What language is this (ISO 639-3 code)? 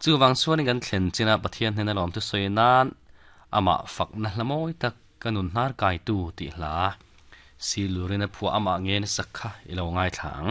lus